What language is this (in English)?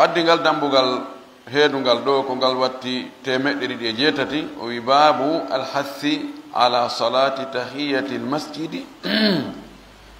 Fula